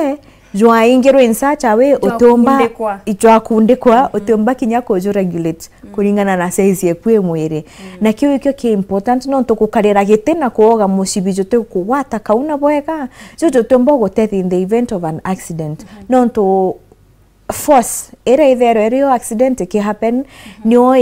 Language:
Meru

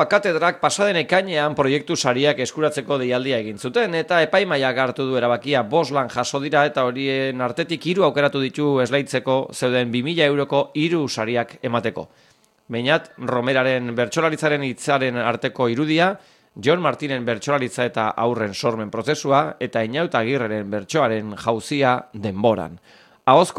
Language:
Basque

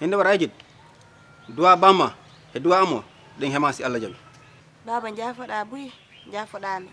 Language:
Fula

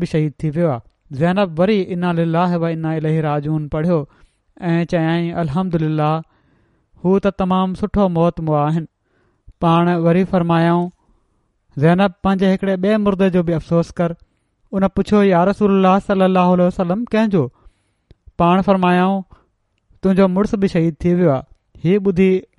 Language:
Sindhi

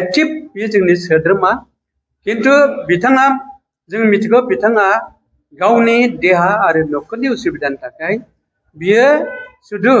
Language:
Bodo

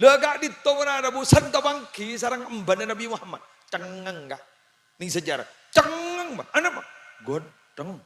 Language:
Madurese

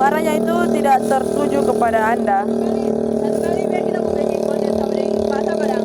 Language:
Manado Malay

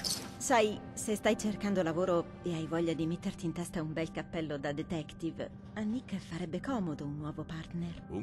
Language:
Italian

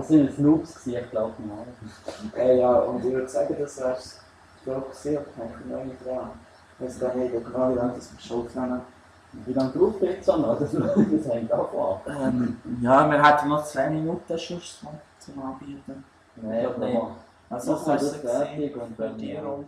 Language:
Swiss German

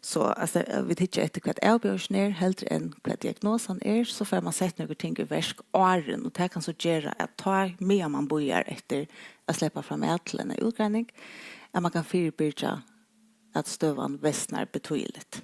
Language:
Faroese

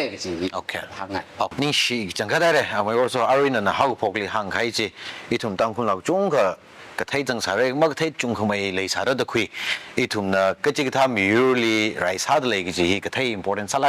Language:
Tangkhul Naga (India)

